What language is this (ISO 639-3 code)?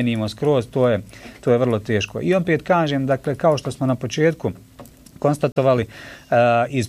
bos